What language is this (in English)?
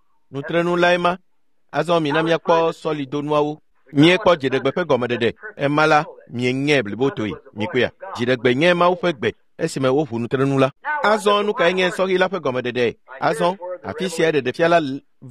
Ewe